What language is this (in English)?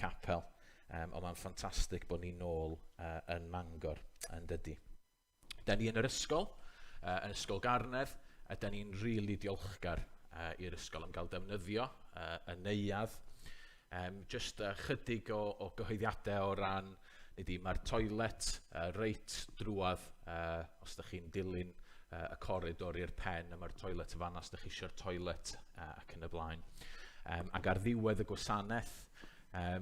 Welsh